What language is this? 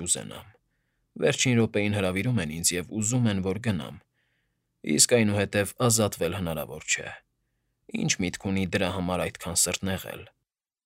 Armenian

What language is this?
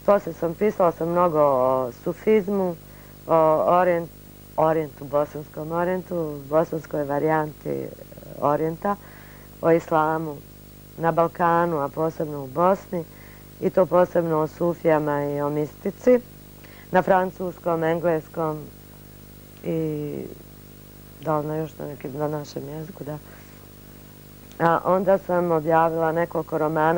Bosnian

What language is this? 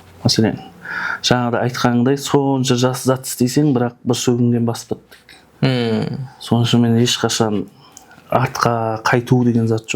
Kara-Kalpak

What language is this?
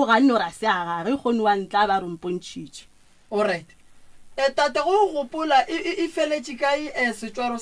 Northern Sotho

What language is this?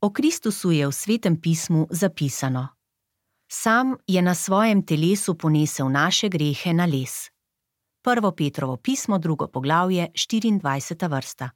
Slovenian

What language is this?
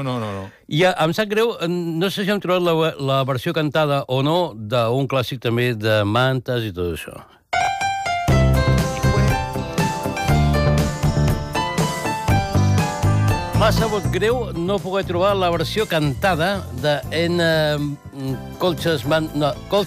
Catalan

